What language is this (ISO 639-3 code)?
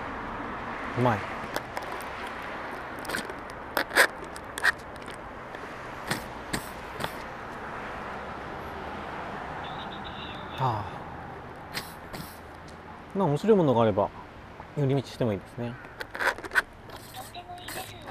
jpn